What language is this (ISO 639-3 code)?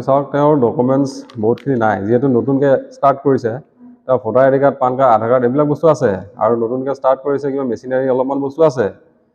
asm